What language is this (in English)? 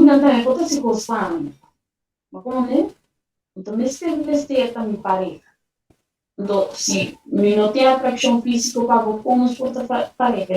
Papiamento